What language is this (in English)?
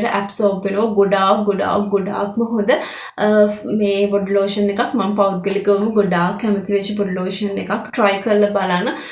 Sinhala